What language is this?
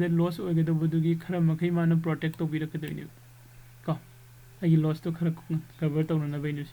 Manipuri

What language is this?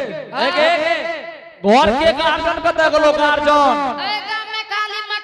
Angika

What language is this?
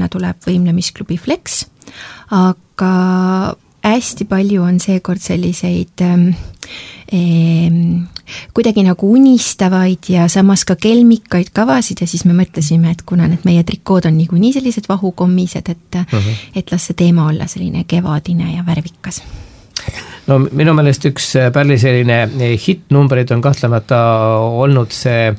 Estonian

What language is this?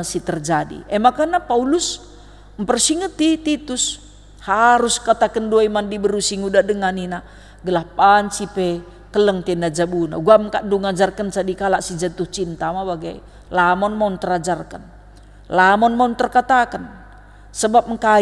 Batak Karo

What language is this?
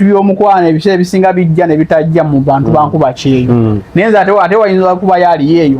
Ganda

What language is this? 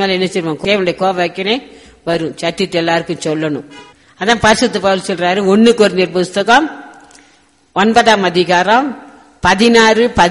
Tamil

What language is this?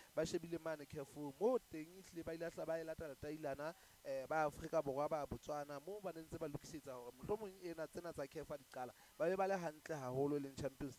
Southern Sotho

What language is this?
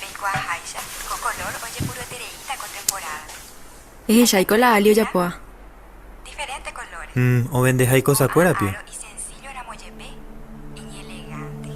Guarani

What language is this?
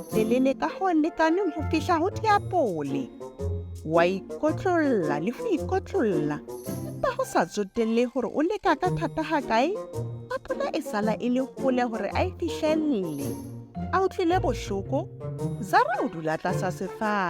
Southern Sotho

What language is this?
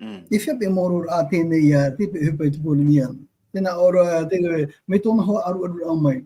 Tahitian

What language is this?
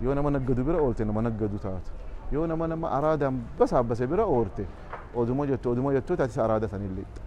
Oromo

